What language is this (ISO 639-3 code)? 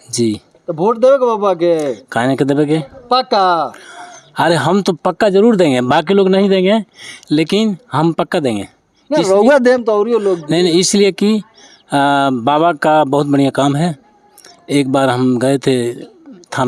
bho